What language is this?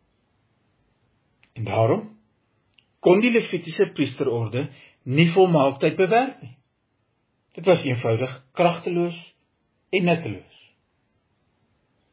Afrikaans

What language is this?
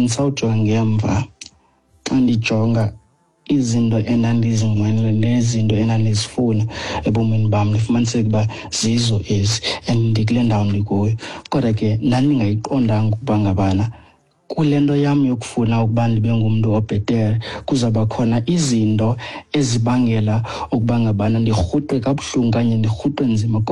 Xhosa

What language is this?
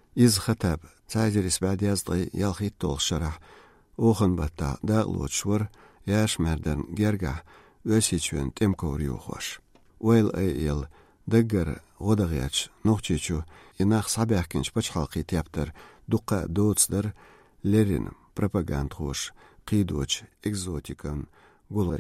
Chechen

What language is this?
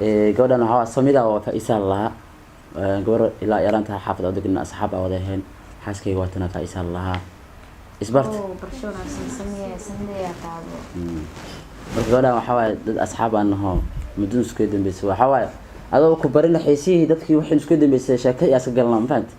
Somali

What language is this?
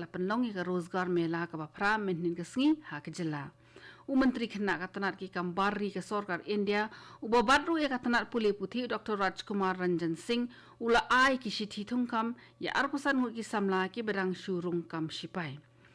Khasi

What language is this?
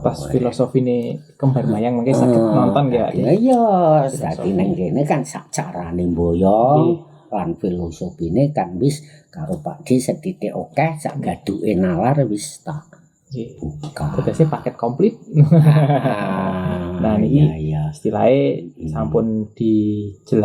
Javanese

